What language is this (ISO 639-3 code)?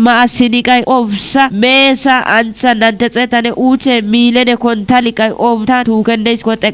kbr